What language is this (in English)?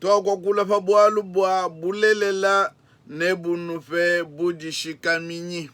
Luba-Lulua